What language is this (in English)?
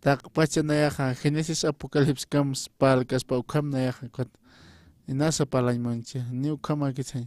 Aymara